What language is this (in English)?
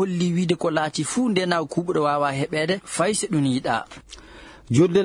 Maasina Fulfulde